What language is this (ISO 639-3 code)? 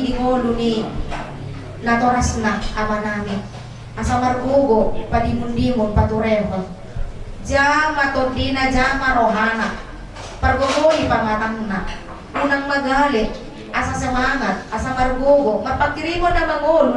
bbc